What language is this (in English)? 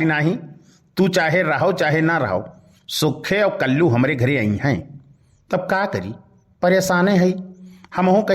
Awadhi